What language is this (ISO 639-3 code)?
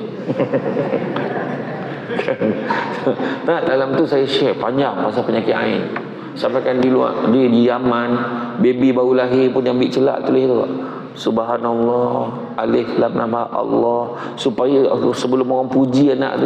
msa